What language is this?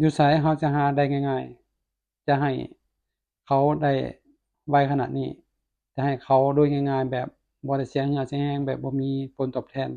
Lao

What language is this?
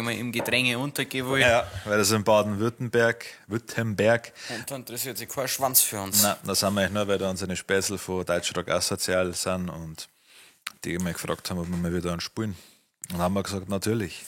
Bavarian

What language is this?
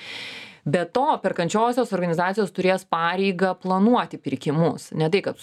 Lithuanian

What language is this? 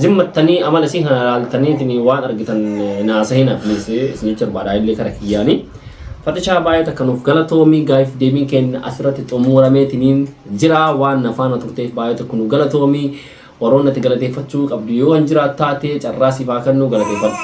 Oromo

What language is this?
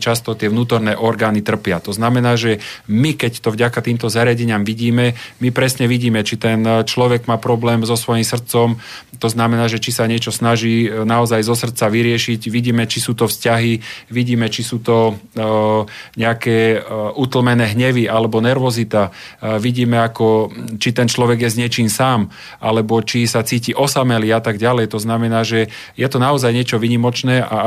Slovak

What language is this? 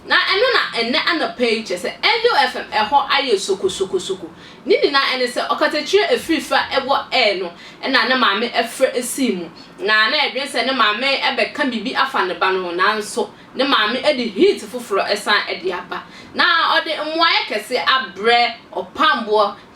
Akan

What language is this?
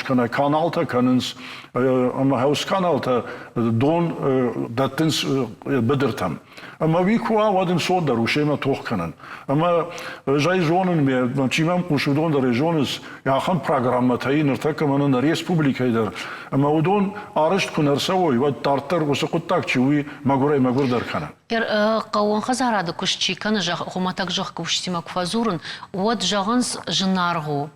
Ossetic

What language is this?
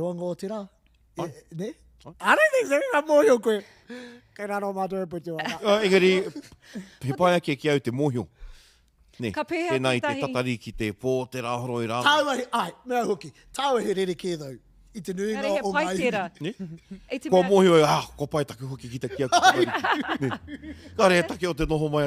Māori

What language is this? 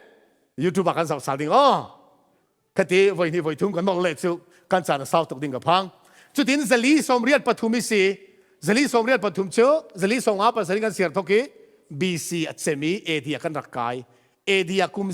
Falam Chin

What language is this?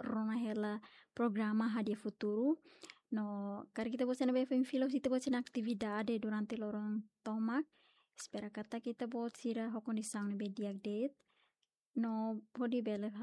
Tetum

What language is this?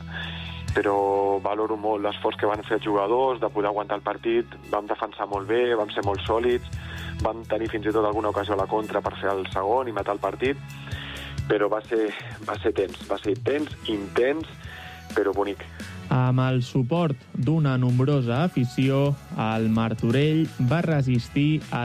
Catalan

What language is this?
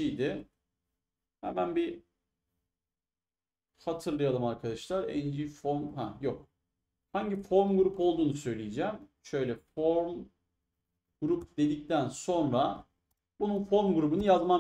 Turkish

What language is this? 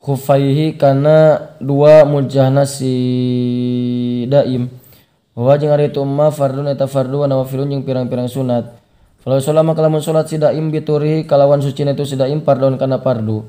Sundanese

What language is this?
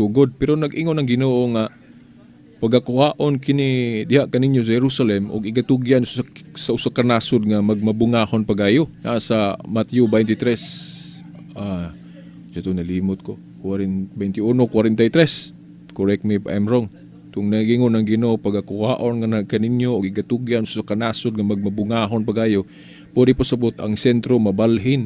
Cebuano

